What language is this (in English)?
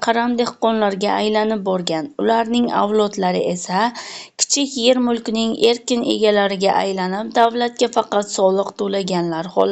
Uzbek